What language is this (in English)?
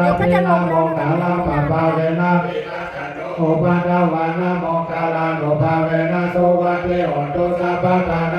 Pali